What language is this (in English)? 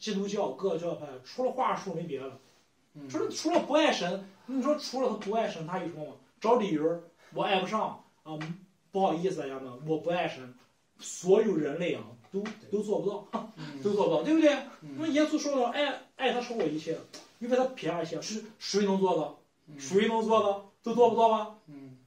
Chinese